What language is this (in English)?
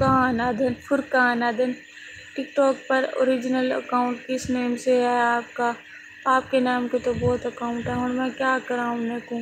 Saraiki